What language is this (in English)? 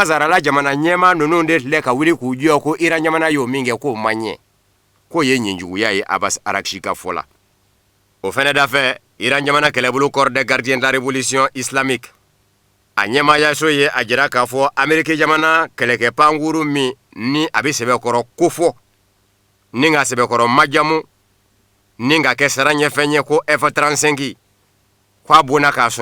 Bambara